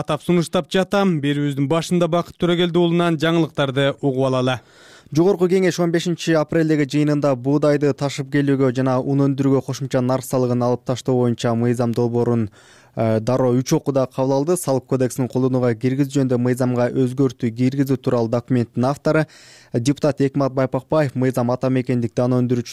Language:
Kyrgyz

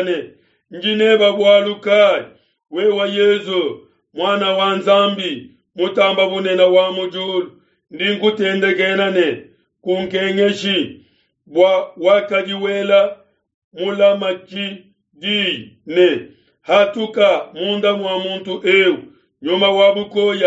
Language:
Luba-Lulua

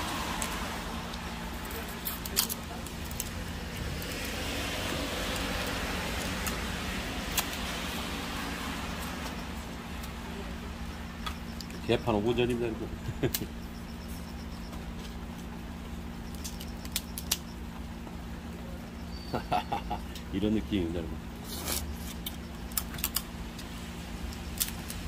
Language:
Korean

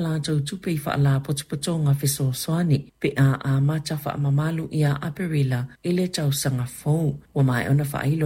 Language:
Samoan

